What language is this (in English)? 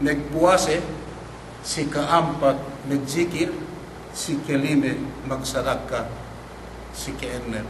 Yakan